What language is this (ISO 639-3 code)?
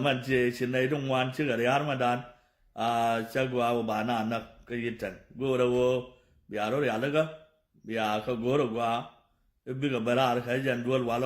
nus